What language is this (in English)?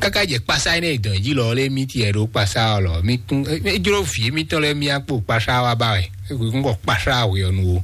Fon